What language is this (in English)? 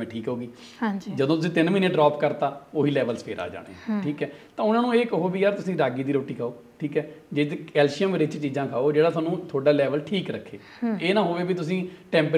Punjabi